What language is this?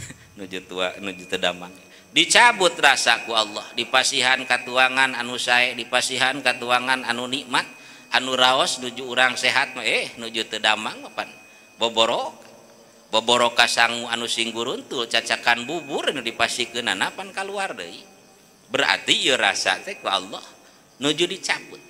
Sundanese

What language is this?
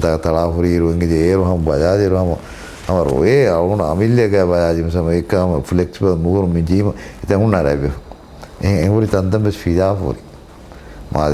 Divehi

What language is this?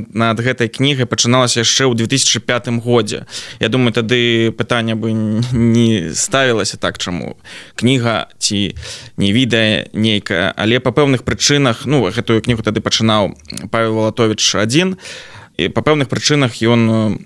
Belarusian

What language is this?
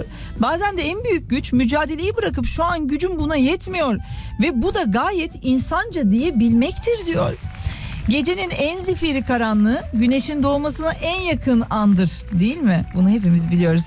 Turkish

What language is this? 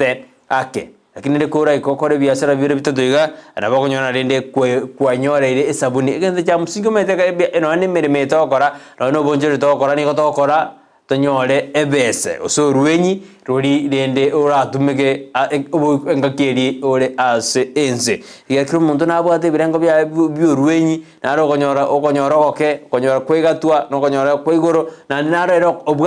Gusii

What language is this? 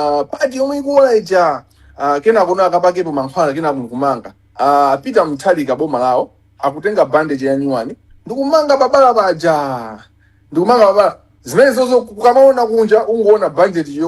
Nyanja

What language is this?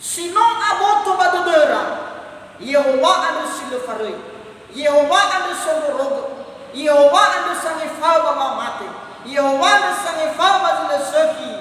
Nias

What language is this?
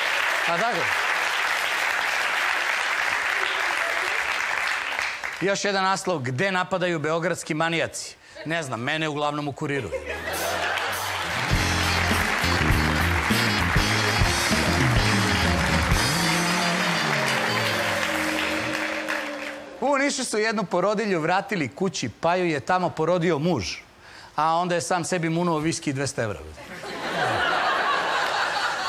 Serbian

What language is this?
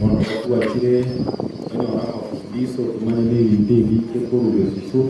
Gusii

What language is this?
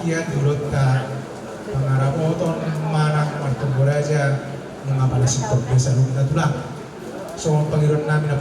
Batak Toba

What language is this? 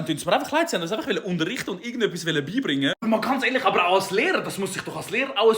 Swiss German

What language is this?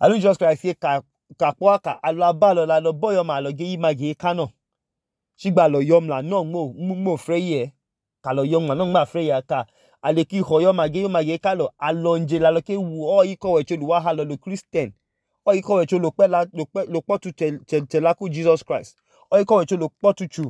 Idoma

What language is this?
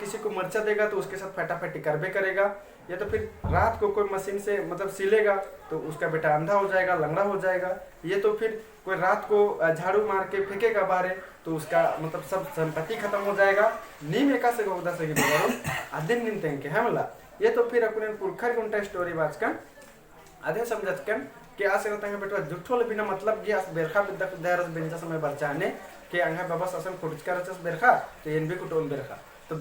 Kurukh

